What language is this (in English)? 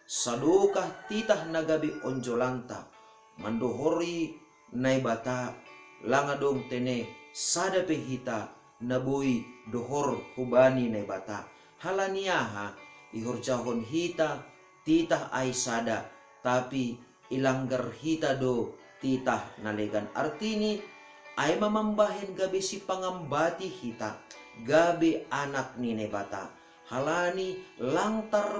Batak Simalungun